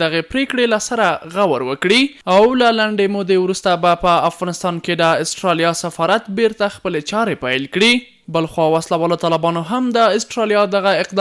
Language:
Pashto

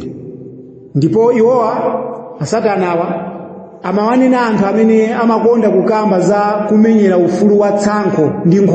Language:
Nyanja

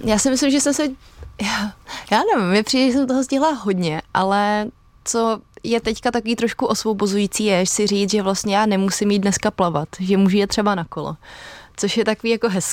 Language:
Czech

